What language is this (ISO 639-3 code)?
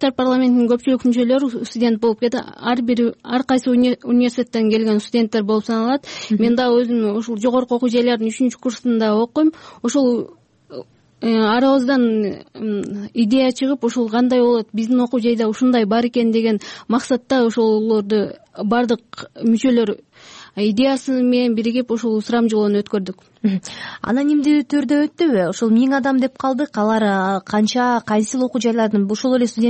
kir